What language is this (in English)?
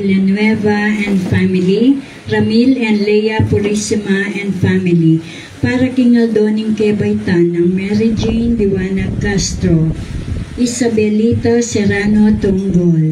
Pampanga